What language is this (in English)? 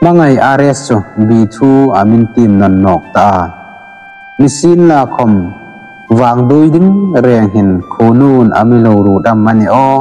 Hmar